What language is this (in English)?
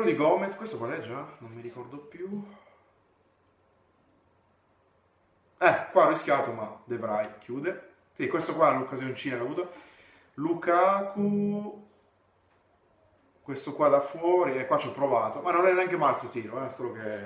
Italian